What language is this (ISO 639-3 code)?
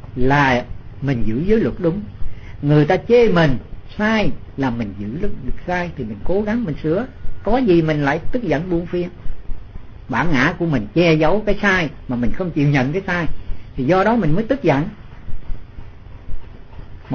vie